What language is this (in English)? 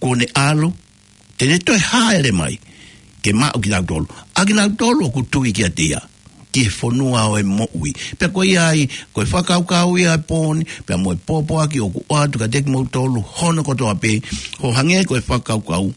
Tongan